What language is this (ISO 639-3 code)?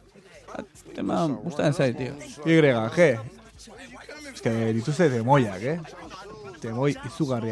eus